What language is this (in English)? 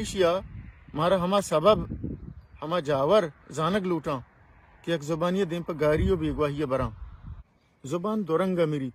Baluchi